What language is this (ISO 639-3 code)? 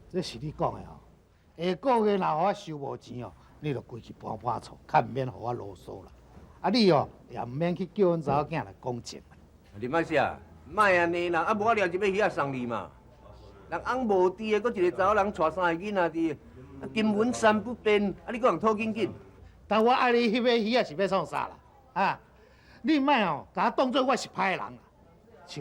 nan